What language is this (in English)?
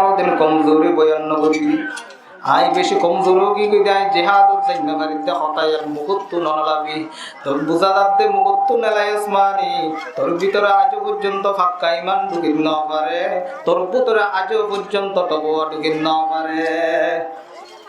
Rohingya